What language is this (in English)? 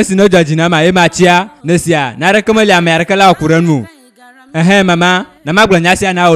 Ewe